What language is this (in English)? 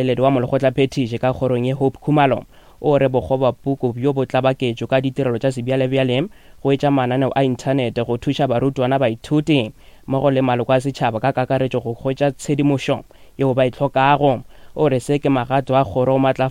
Northern Sotho